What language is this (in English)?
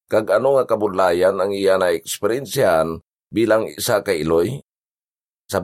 Hiligaynon